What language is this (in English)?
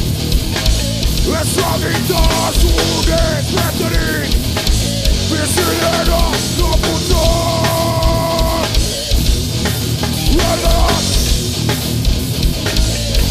Basque